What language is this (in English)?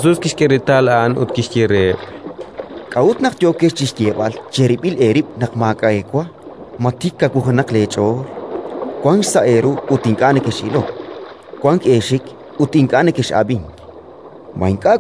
Kekchí